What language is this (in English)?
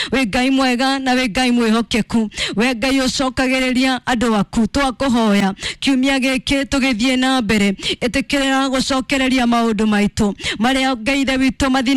Kikuyu